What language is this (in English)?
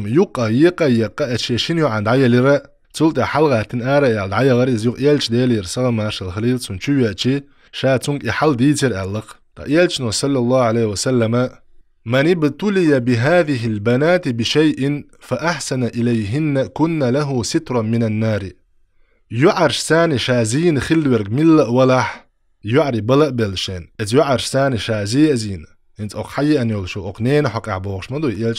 Chechen